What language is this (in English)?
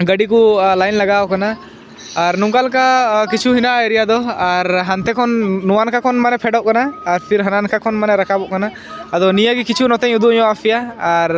Santali